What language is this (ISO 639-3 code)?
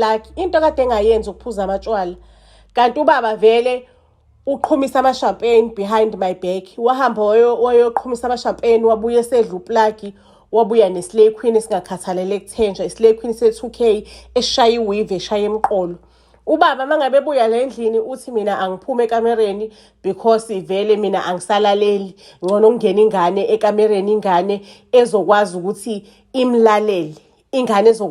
zul